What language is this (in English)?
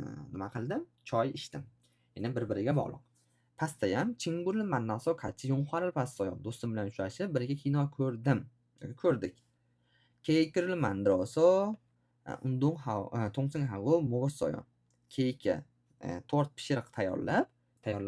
Uzbek